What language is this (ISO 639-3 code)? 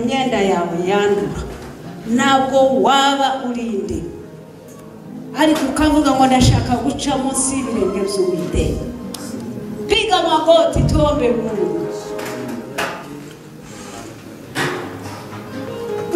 kin